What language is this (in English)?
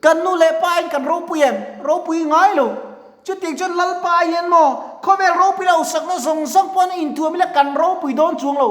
Mizo